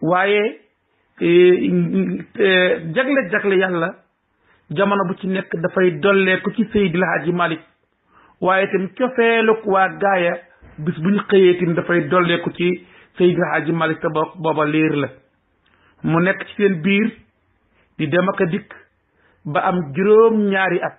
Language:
Wolof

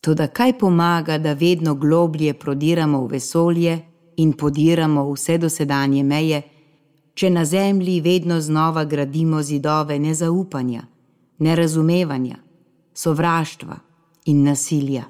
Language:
Slovenian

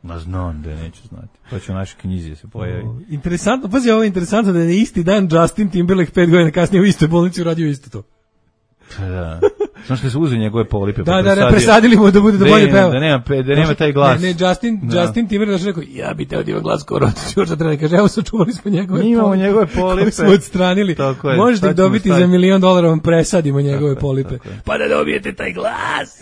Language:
Serbian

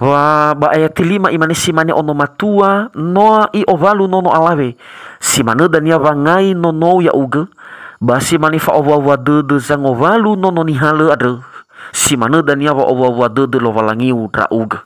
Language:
Nias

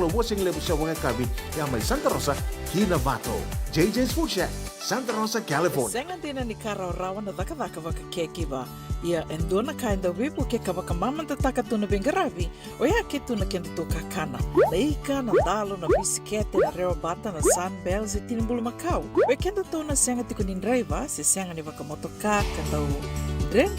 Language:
Fijian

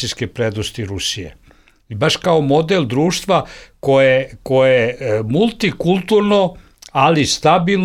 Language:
Bosnian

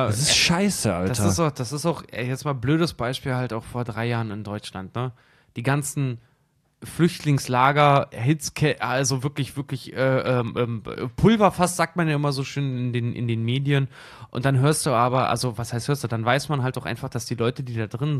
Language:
German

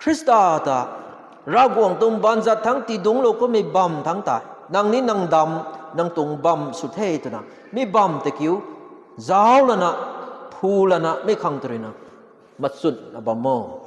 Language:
Rongmei Naga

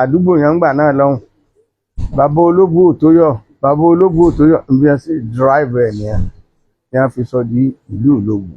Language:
Yoruba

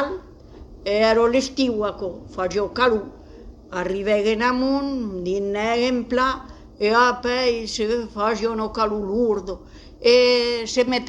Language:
Occitan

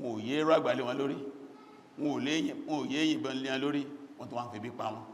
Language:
Yoruba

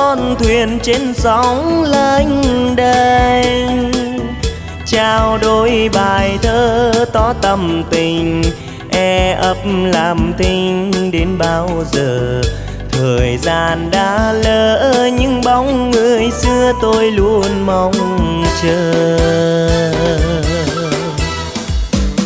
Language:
Vietnamese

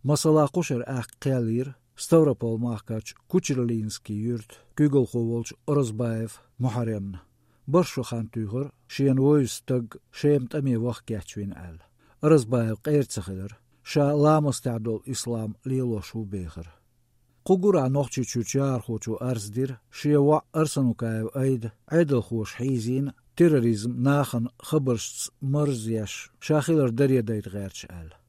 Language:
Chechen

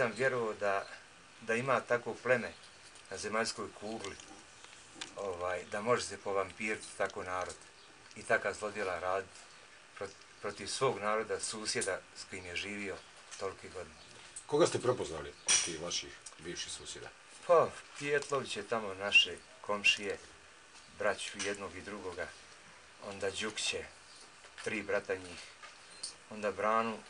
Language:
Bosnian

